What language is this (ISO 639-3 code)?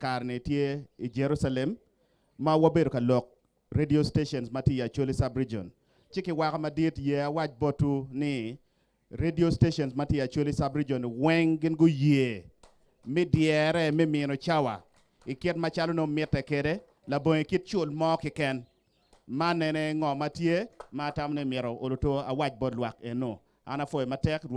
ach